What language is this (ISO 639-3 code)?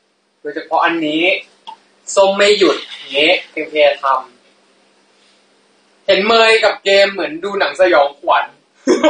tha